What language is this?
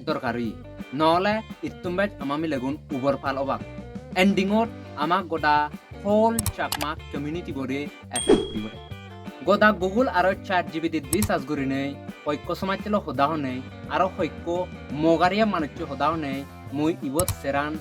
Chakma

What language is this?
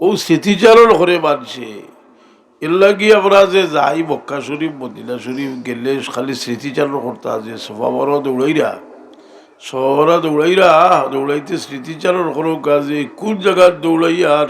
Sylheti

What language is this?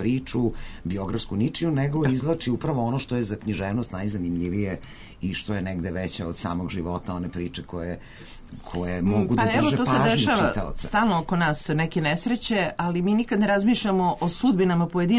Serbian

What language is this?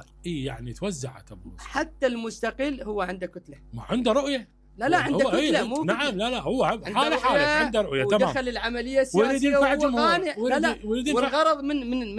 Mesopotamian Arabic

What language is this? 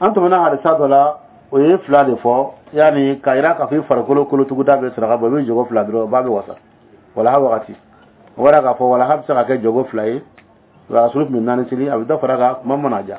Dyula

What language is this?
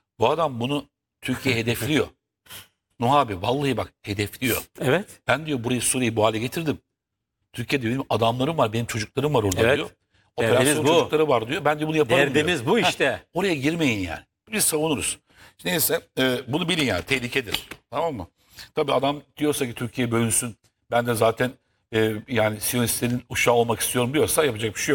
Turkish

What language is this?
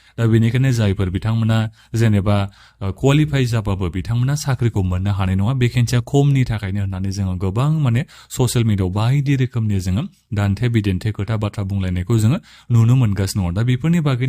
Bodo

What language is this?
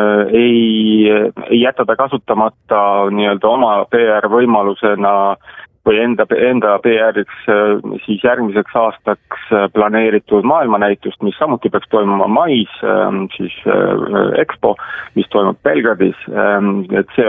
Estonian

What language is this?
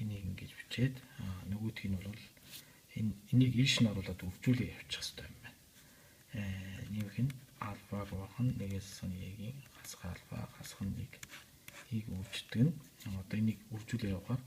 Mongolian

